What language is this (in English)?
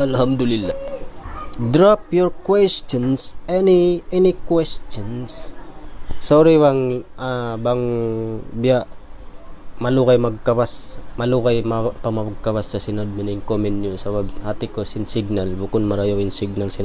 Tausug